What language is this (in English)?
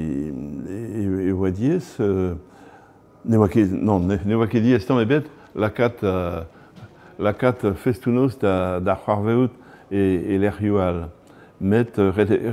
Breton